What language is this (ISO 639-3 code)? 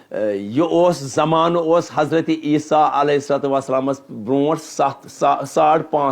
kas